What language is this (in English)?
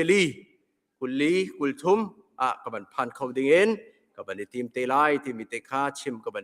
Hakha Chin